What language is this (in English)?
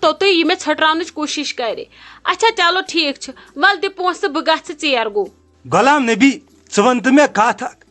Kashmiri